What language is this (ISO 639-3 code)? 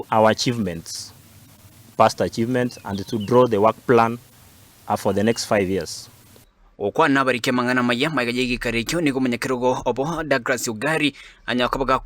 guz